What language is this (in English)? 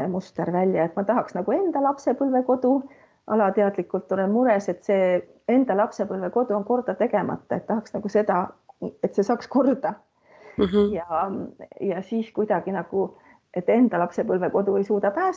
Estonian